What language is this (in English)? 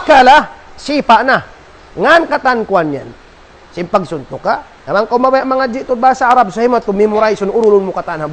Tausug